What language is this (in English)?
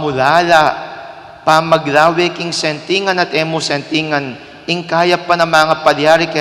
Pampanga